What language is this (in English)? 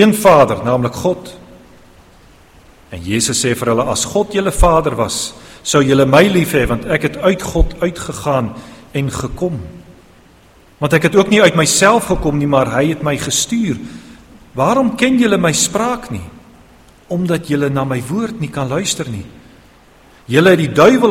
Afrikaans